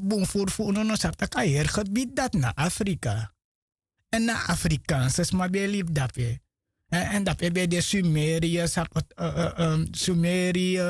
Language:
Sranan Tongo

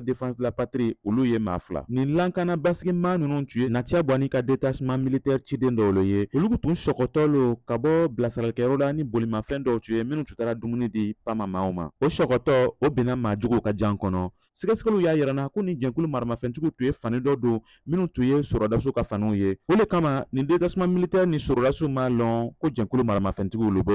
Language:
Bambara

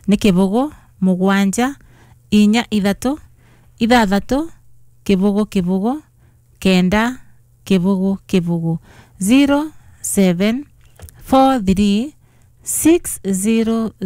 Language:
Kikuyu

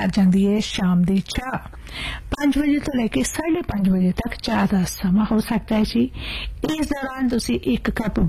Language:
Punjabi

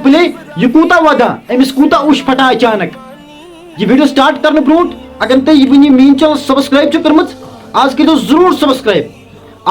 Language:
Kashmiri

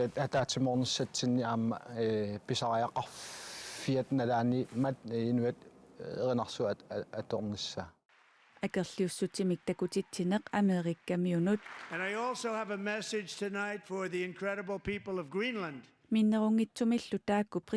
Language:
Kalaallisut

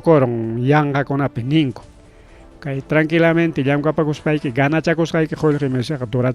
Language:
Ayacucho Quechua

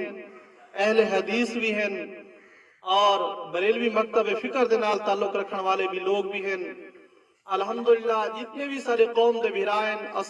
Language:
Saraiki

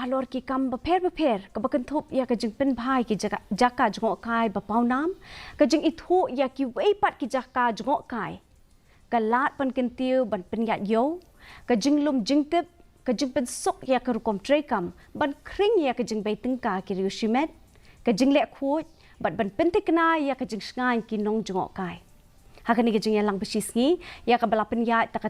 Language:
Khasi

